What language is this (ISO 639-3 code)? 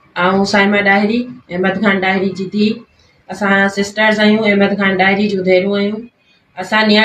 snd